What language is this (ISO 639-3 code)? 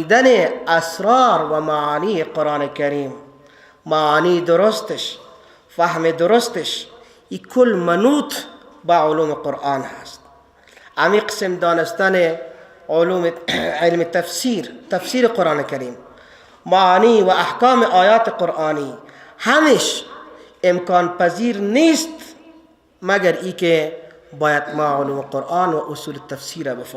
fas